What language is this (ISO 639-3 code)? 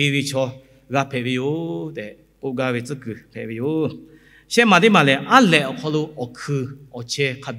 lhu